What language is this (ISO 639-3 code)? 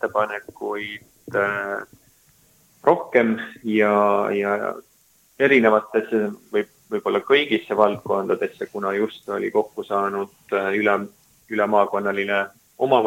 est